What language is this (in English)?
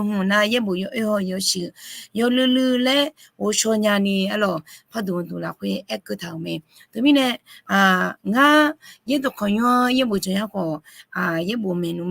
Akha